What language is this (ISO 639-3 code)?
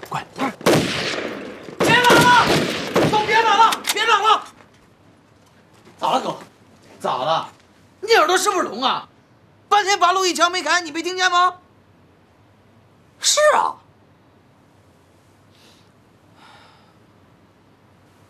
zho